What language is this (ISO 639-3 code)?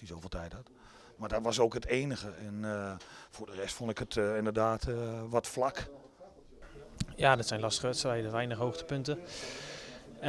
nld